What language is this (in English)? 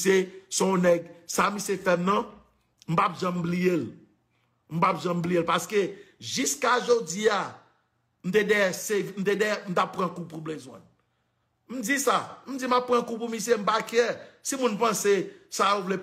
Haitian Creole